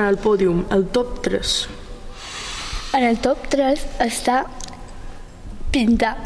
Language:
Catalan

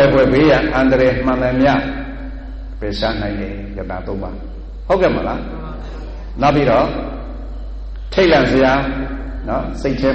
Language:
Burmese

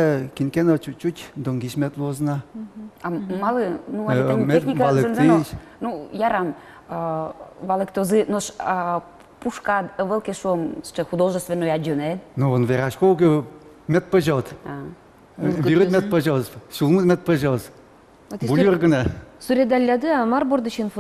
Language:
Udmurt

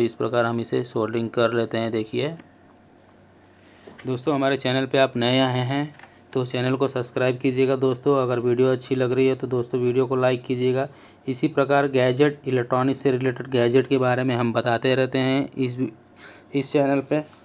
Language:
Hindi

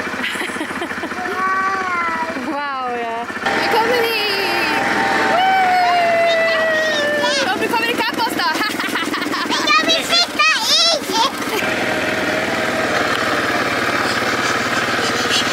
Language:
Swedish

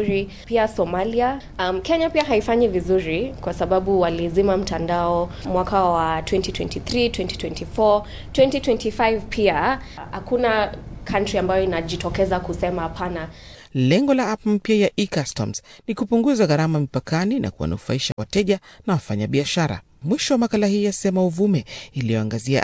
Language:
Swahili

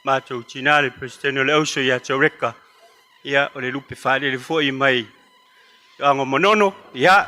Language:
Samoan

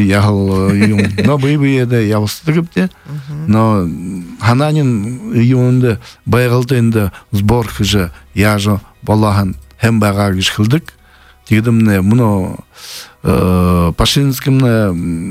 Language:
Buriat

